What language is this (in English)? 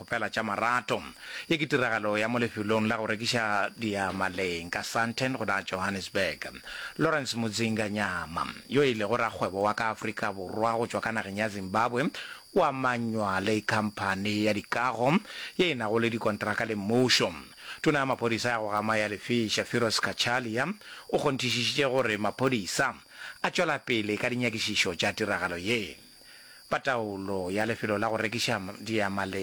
Northern Sotho